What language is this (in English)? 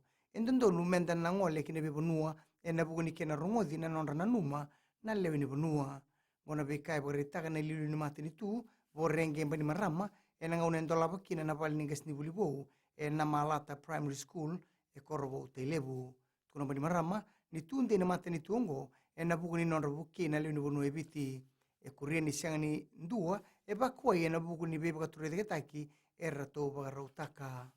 Fijian